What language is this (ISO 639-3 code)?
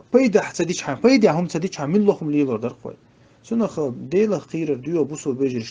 che